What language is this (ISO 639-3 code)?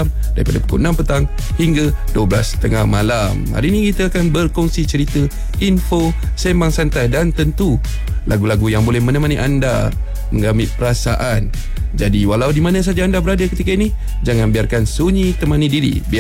msa